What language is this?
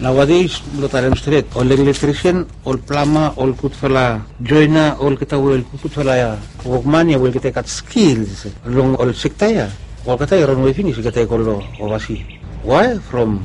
Bislama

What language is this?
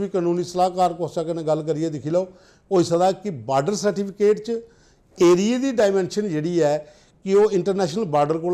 Dogri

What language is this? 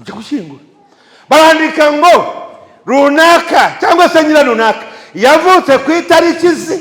Kinyarwanda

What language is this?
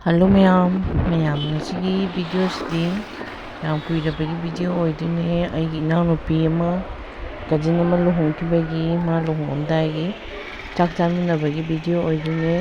Manipuri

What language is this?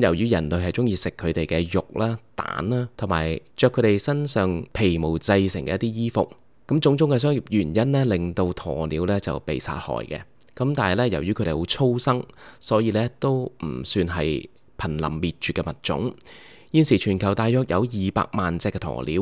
Cantonese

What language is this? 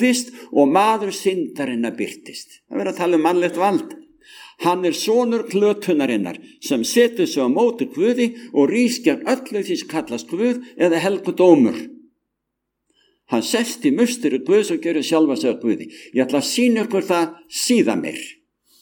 Icelandic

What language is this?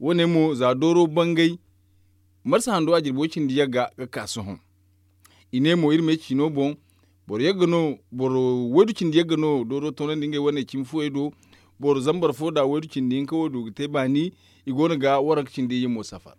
Zarma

